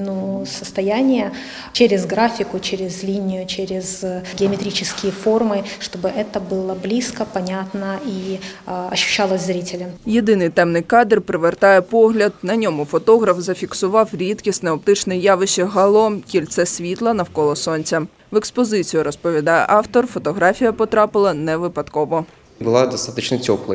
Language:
Ukrainian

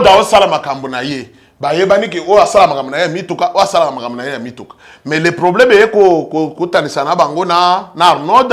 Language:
Lingala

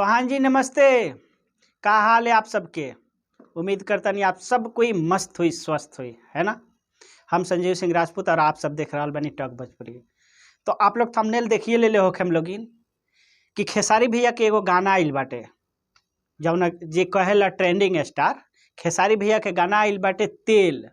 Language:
Bhojpuri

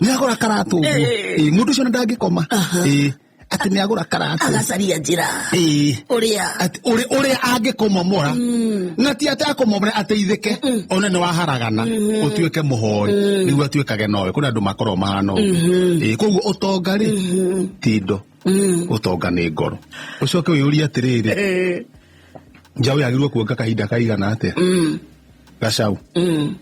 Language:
Kikuyu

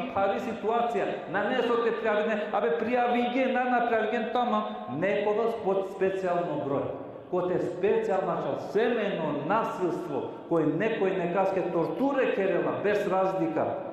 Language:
Balkan Romani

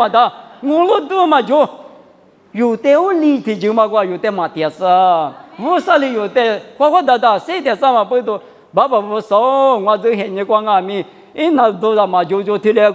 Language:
Lisu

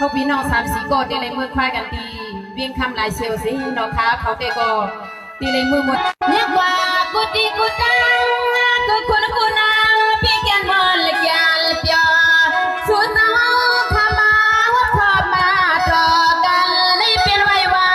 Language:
Shan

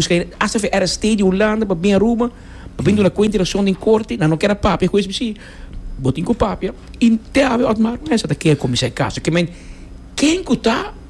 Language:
Papiamento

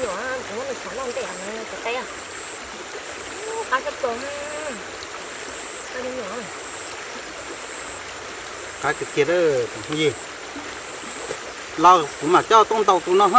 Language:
Vietnamese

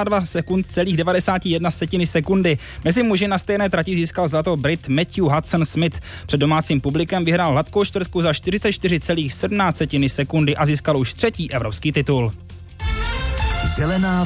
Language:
Czech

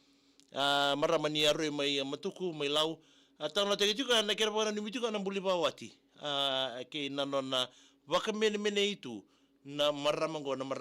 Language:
Fijian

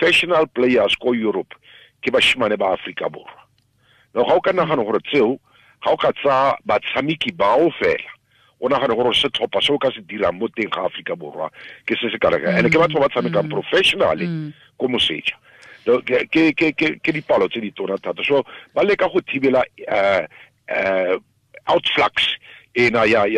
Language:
Tswana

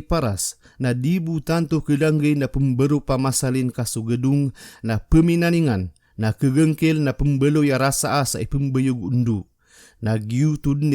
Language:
Maranao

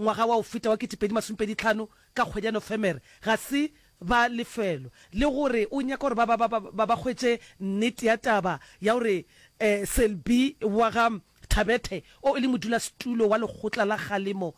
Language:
Northern Sotho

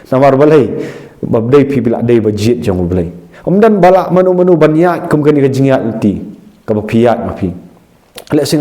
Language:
Khasi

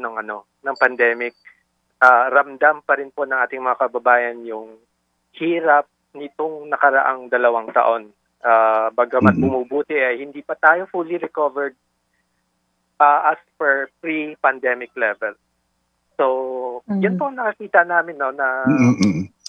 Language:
Filipino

